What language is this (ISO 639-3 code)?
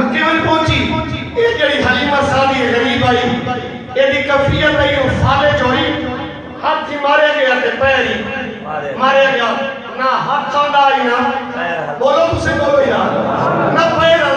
skr